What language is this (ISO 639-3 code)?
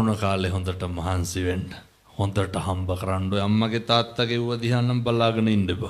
sin